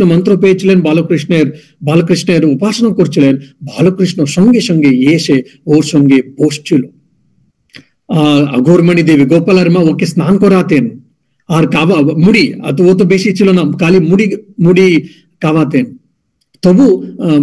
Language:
Bangla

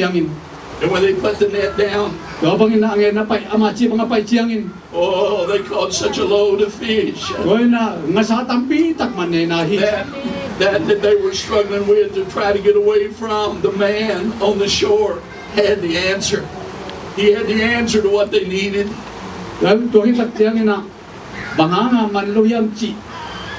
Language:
Tedim Chin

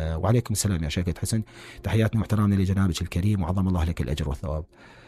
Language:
Mesopotamian Arabic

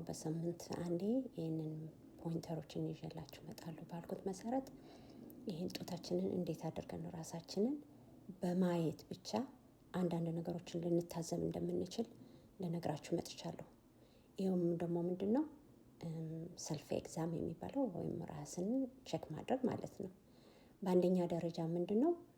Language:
Amharic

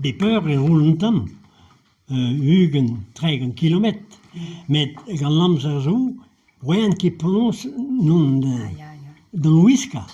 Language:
Breton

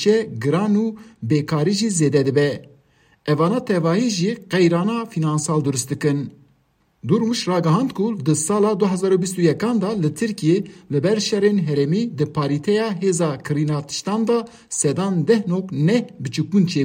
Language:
Kurdish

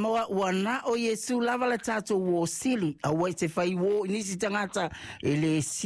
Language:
Samoan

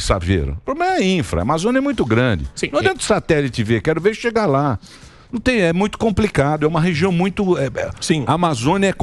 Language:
Portuguese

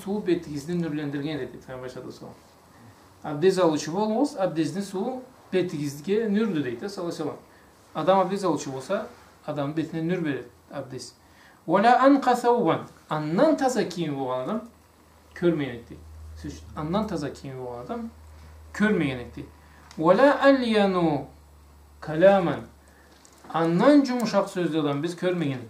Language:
Karachay-Balkar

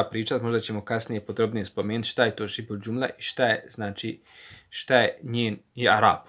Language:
Bosnian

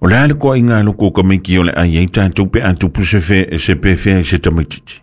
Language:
Samoan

